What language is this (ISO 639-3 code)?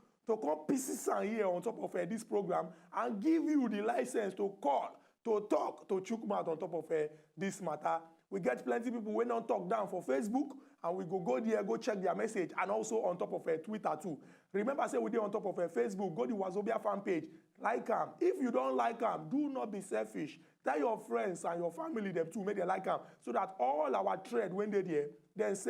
pcm